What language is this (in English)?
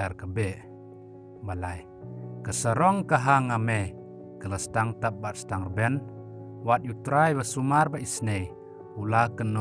Khasi